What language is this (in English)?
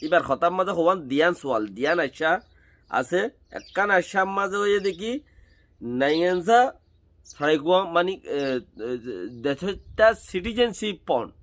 Rohingya